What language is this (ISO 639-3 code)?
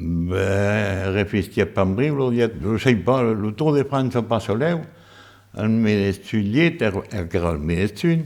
oci